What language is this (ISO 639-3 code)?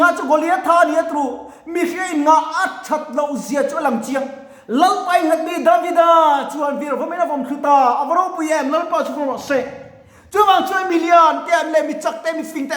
lus